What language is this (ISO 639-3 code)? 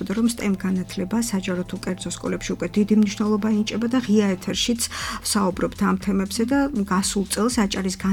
kat